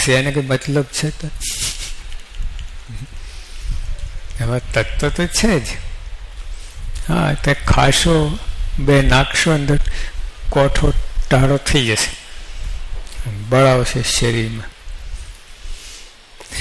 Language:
Gujarati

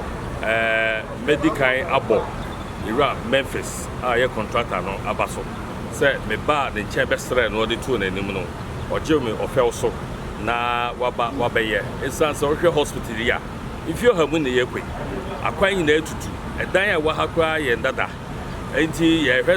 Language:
Akan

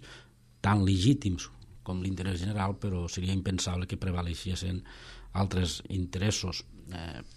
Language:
Catalan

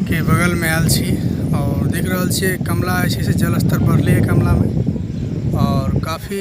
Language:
Maithili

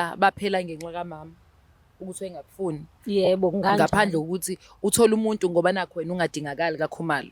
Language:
Zulu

